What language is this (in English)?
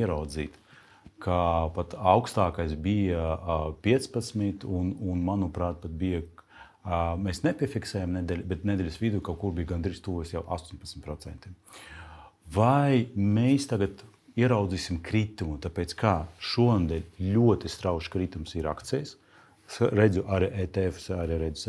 Latvian